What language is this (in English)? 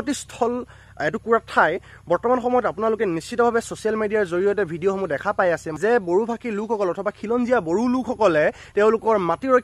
Assamese